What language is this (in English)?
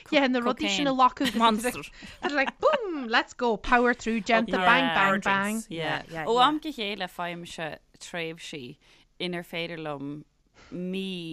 Irish